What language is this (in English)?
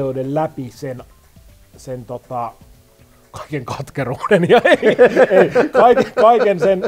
Finnish